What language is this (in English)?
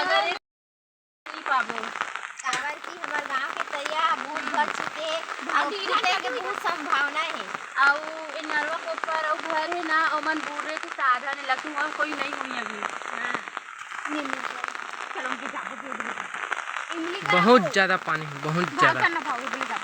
Chhattisgarhi